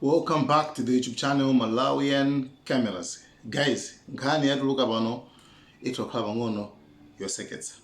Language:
Nyanja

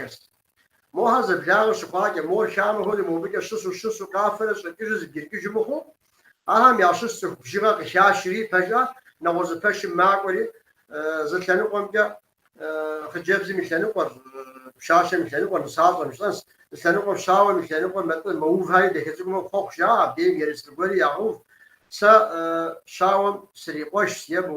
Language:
Kabardian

